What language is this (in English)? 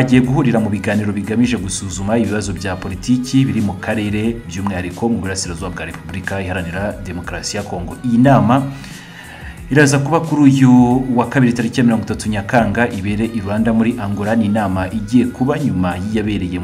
Kinyarwanda